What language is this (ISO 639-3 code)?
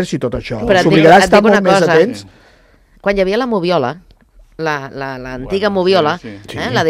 cat